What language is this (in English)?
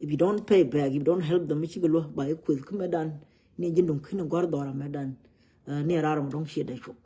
Nuer